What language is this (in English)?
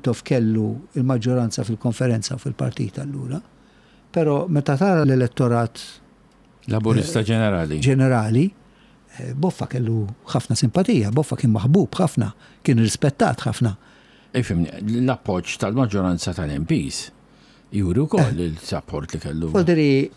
Maltese